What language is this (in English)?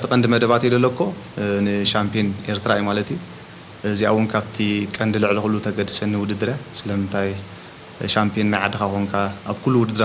Tigrinya